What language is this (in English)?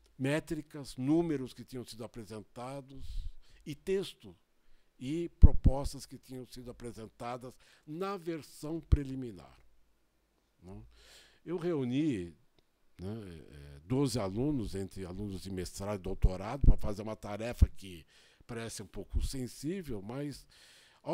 Portuguese